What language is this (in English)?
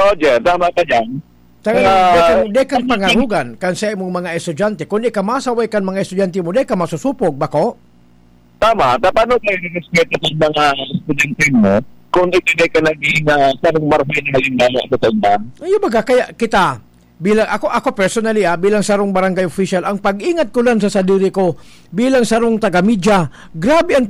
Bikol